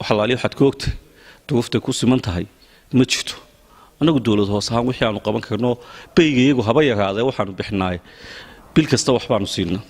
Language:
Somali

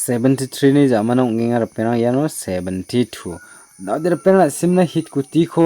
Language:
Garo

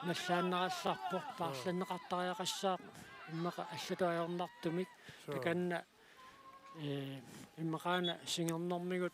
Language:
Kalaallisut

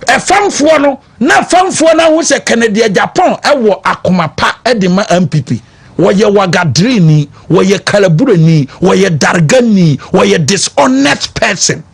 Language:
Akan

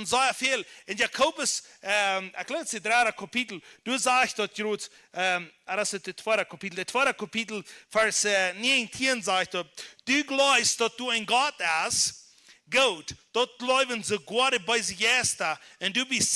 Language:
Plautdietsch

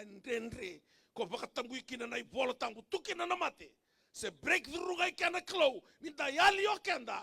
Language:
Fijian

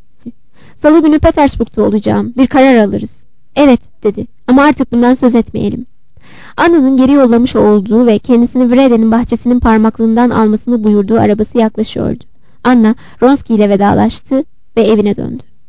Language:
Turkish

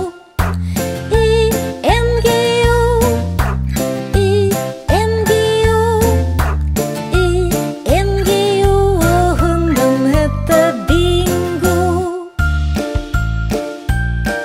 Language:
Swedish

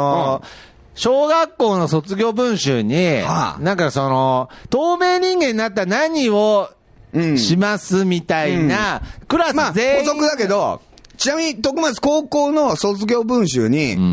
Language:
Japanese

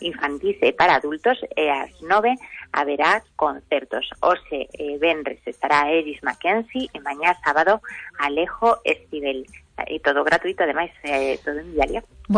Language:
Galician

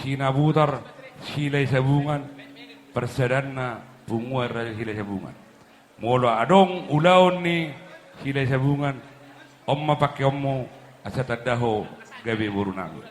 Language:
Batak Toba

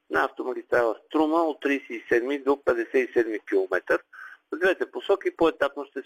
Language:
Bulgarian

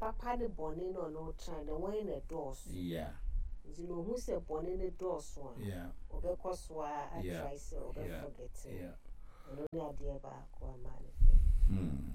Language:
Akan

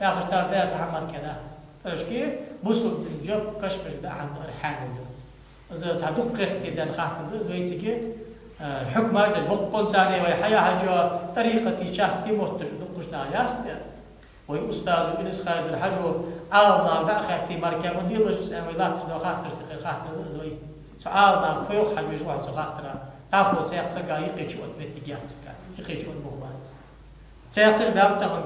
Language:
Ingush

